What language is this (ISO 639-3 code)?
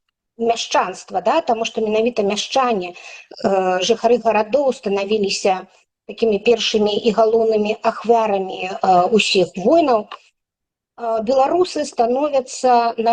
bel